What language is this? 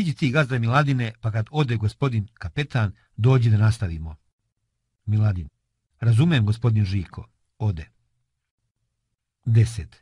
Serbian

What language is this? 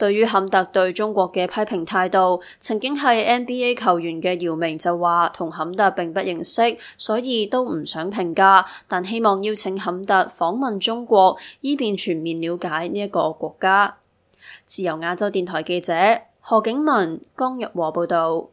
Cantonese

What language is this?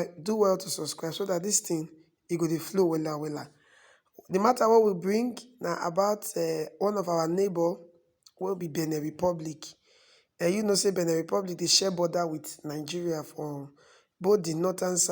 Nigerian Pidgin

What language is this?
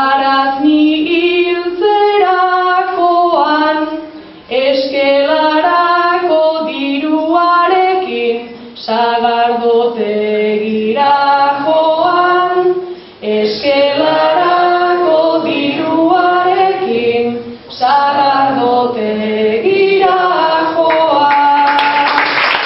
Basque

